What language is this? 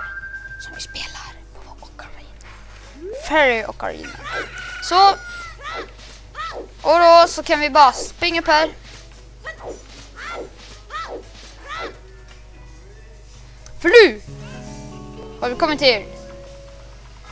Swedish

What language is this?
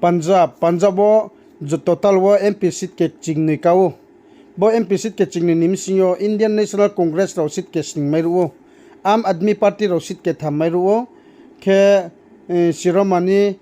Riang (India)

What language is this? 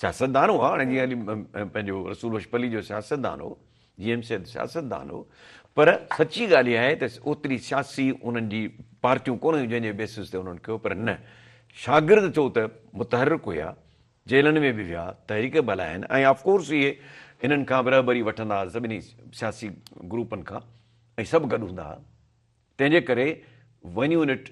Sindhi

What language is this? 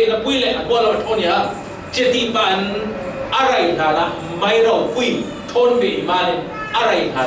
Falam Chin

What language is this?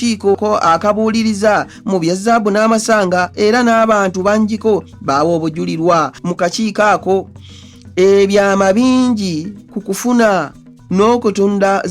Ganda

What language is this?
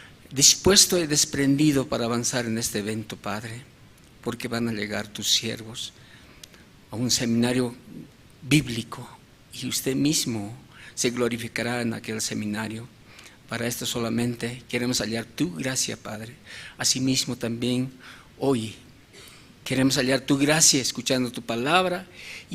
Aymara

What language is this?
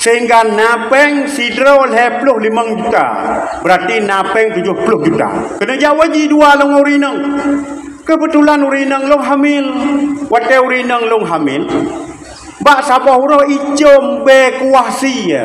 Achinese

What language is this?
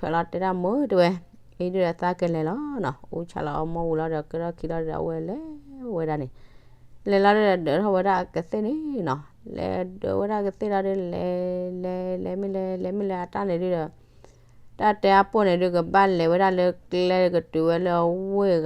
S'gaw Karen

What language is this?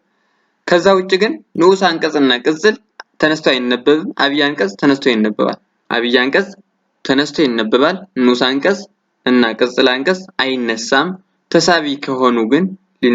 Amharic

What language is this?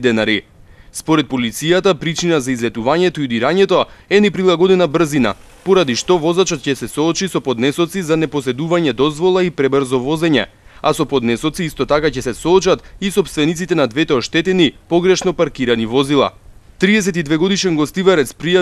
Macedonian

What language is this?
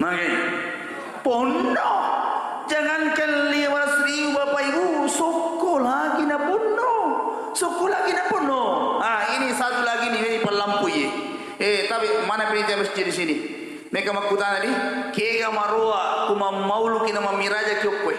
Buginese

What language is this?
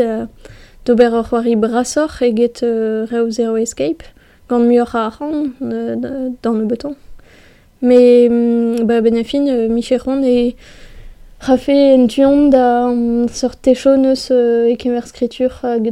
Breton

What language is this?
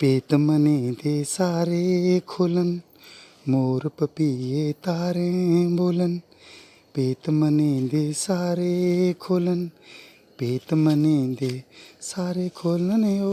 Dogri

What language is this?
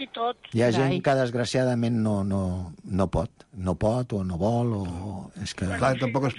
Catalan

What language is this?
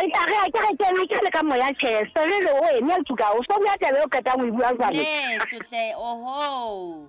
Southern Sotho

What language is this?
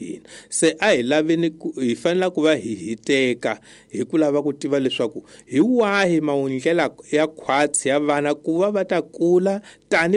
Tsonga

